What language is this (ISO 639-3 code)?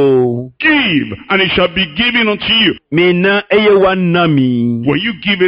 ewe